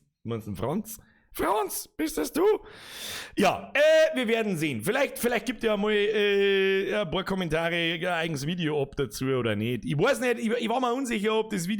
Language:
Bavarian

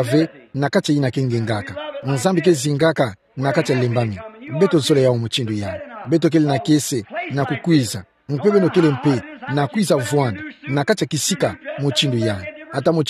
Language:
Kituba (Democratic Republic of Congo)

